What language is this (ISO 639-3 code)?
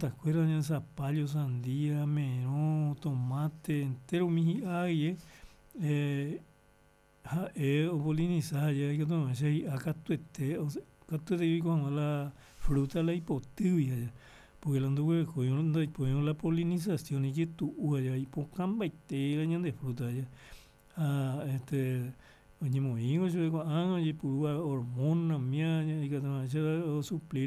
grn